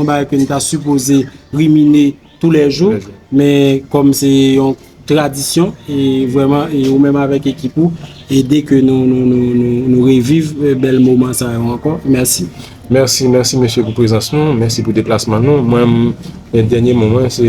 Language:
Haitian Creole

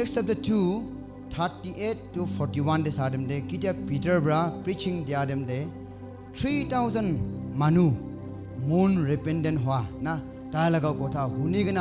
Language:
Naga Pidgin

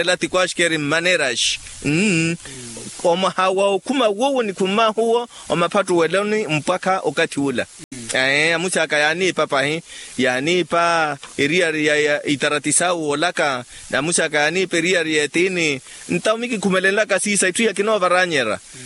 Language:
Makhuwa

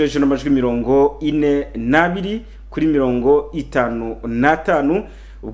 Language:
Kinyarwanda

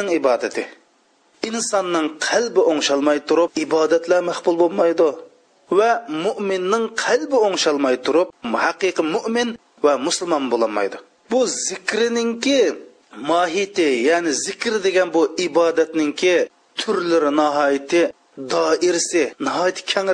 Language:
Uyghur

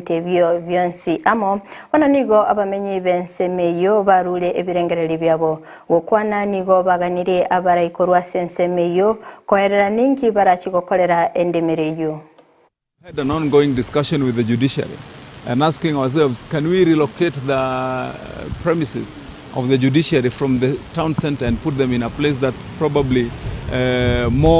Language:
Gusii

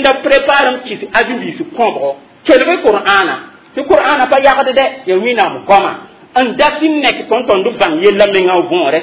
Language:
Mossi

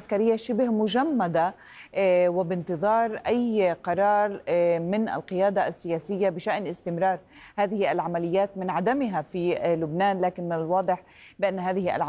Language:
Arabic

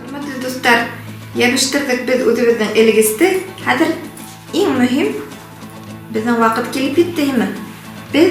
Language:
Bashkir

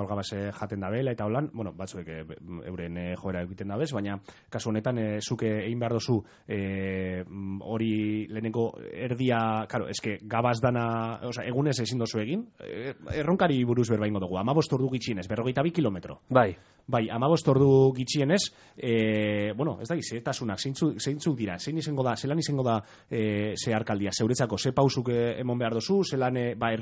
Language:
Basque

